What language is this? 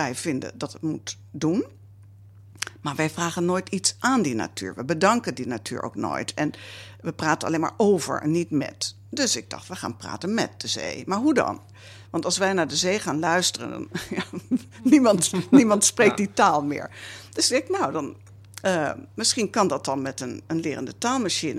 Dutch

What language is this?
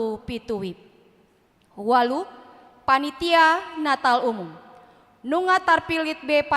Batak Toba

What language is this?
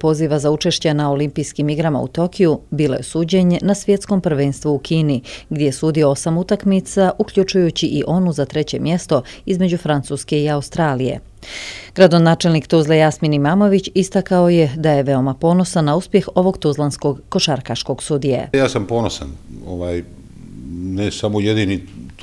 Bosnian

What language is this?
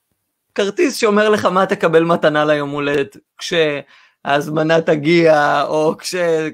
Hebrew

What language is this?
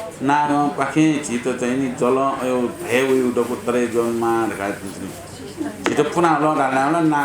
Newari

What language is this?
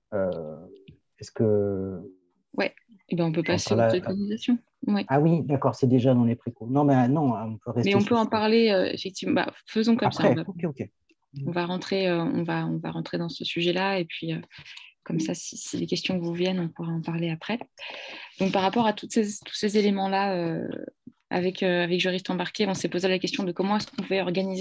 French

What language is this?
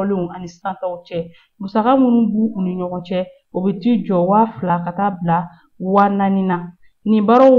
Bambara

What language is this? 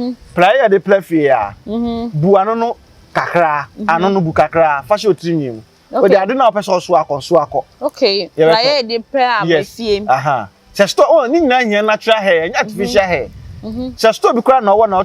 Akan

